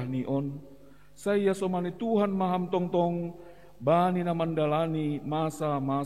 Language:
Batak Simalungun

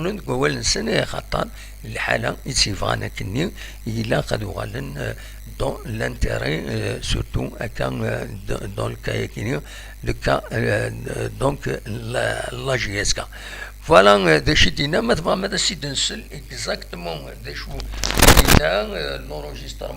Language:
Kabyle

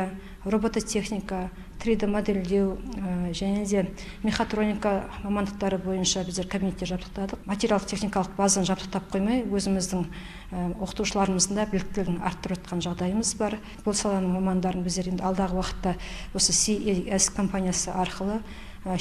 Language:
Kazakh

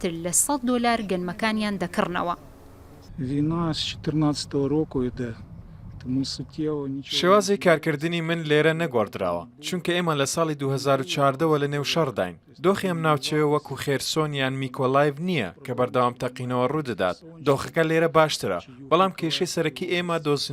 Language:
Central Kurdish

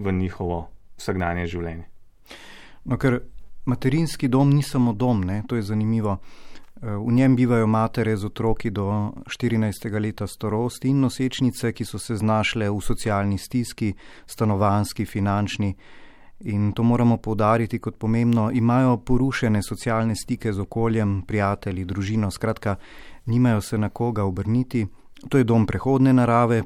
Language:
Slovenian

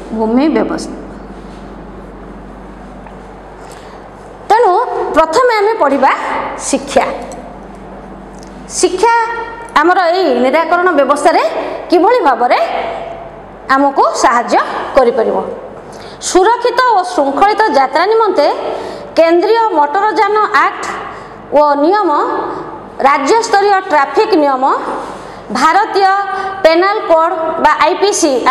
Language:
Odia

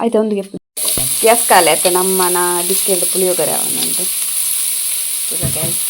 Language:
Tulu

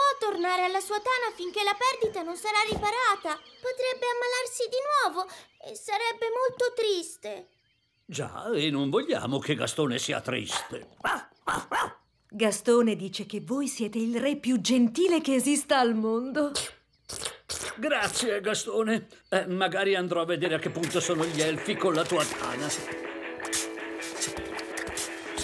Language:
Italian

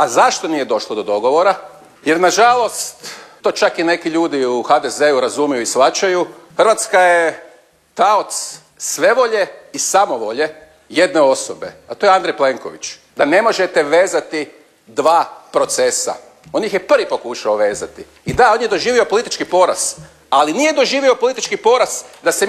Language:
Croatian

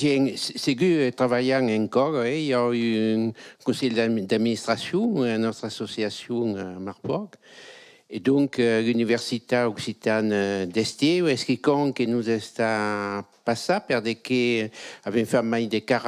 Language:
Occitan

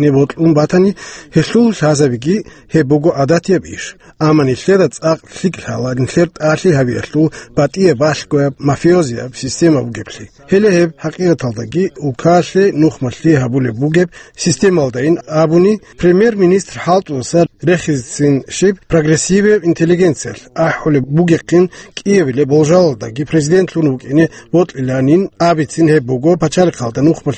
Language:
Avaric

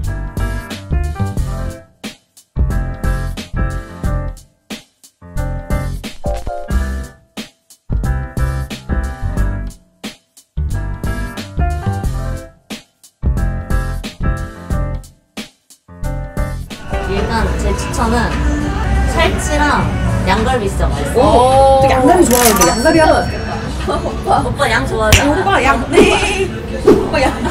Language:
Korean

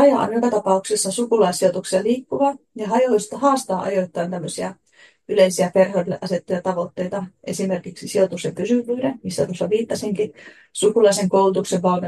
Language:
Finnish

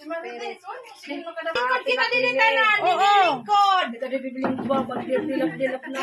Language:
Waray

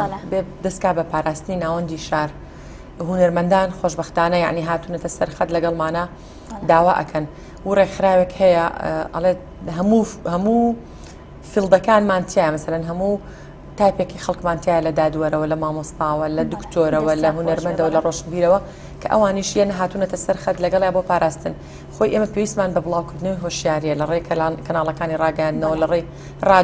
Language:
Central Kurdish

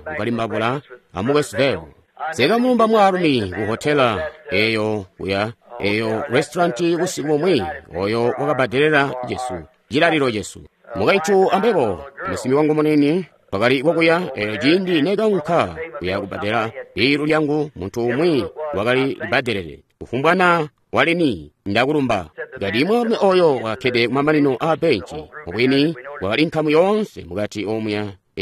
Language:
Tonga (Zambia)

